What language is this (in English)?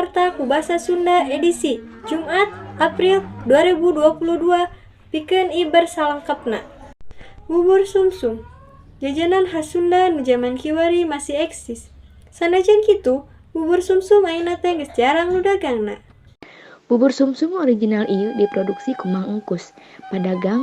Sundanese